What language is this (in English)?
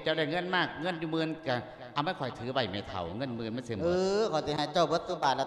Lao